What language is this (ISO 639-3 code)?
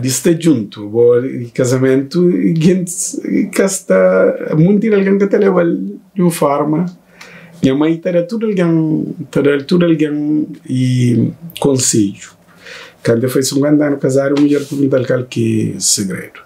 kea